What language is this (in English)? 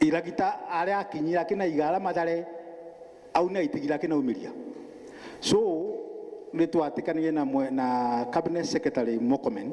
Meru